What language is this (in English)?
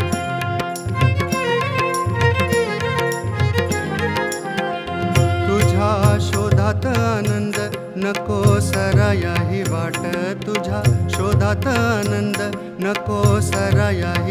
Marathi